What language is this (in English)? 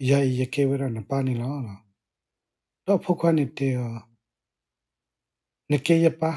S'gaw Karen